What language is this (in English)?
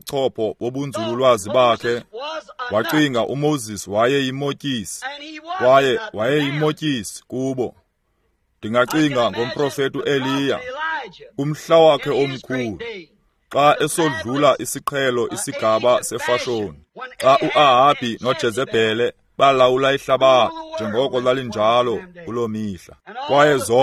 Xhosa